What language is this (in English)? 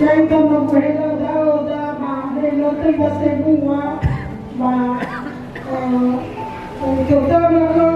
Nias